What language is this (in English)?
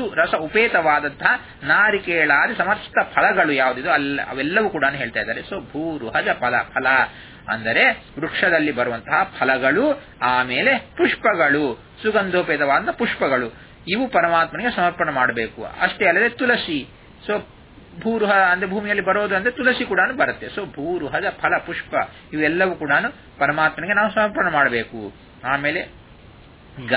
Kannada